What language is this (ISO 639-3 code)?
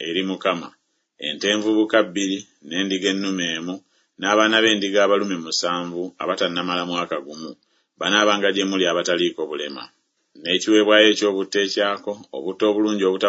lug